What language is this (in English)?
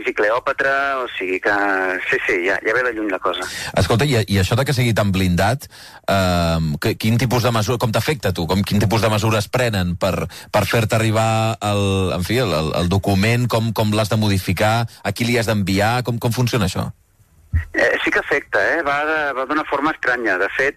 Catalan